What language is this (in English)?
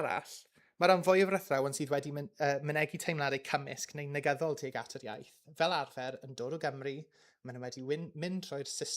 Welsh